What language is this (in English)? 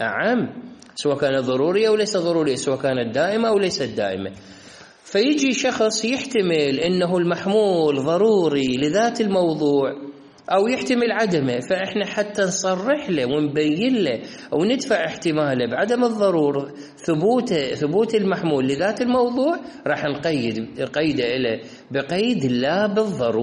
Mesopotamian Arabic